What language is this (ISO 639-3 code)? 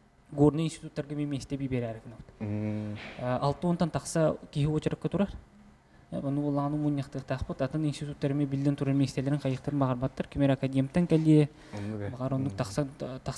sah